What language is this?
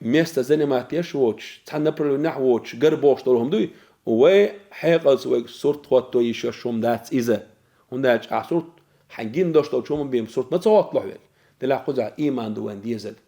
Chechen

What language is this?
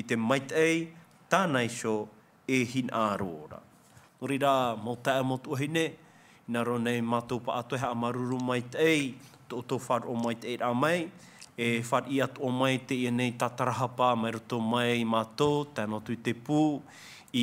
Tahitian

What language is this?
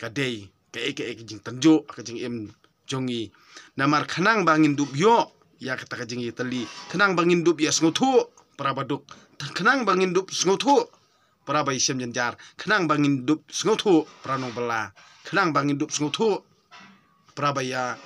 Khasi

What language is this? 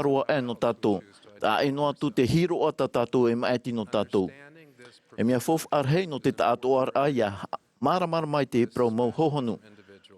Tahitian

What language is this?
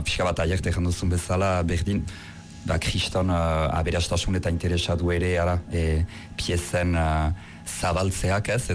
Basque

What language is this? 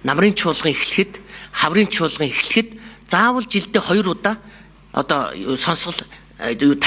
Mongolian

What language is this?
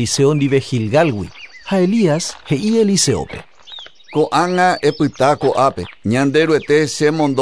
Guarani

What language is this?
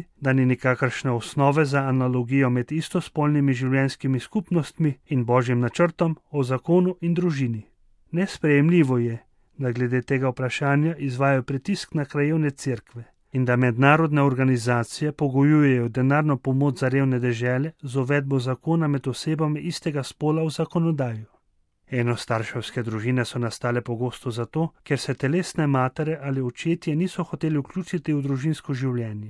Slovenian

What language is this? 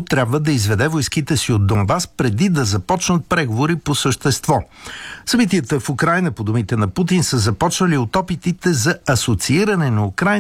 Bulgarian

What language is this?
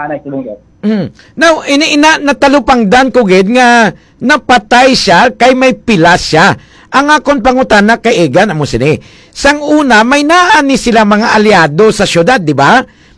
Hiligaynon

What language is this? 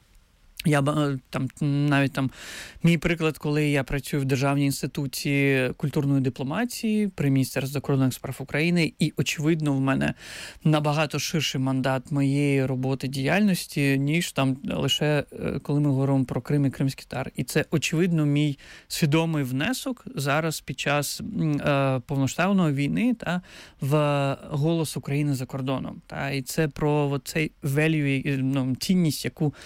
Ukrainian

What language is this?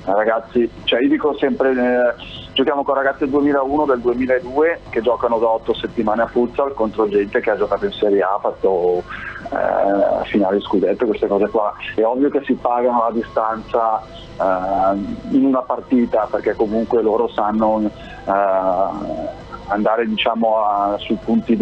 Italian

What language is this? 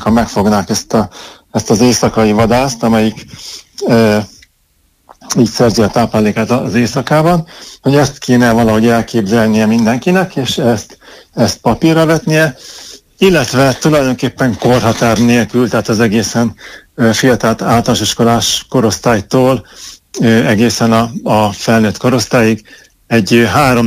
Hungarian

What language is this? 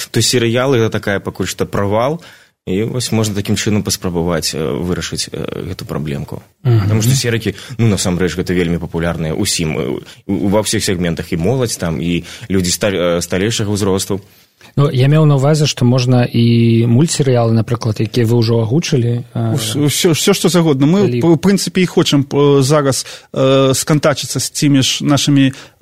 Belarusian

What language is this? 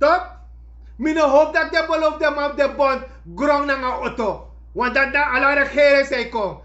Sranan Tongo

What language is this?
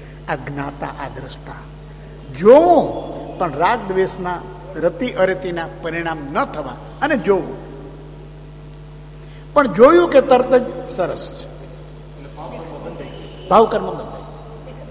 Gujarati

